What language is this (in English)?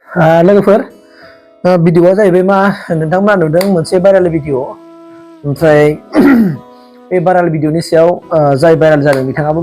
Bodo